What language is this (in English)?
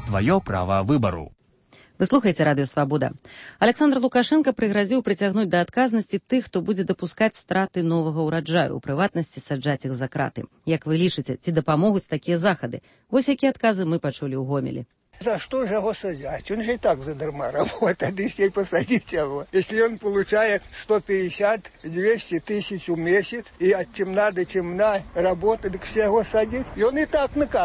Belarusian